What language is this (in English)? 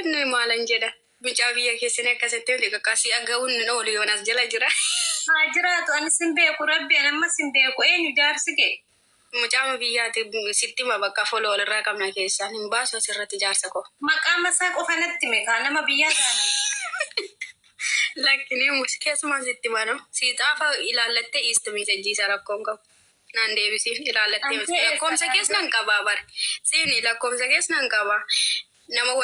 Oromo